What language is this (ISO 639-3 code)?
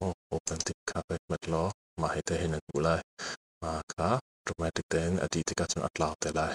cnh